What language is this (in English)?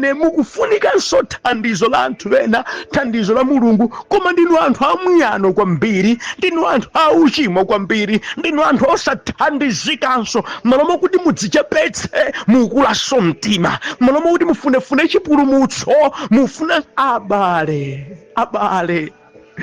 Nyanja